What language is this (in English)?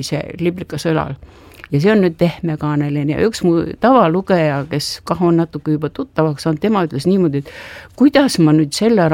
Estonian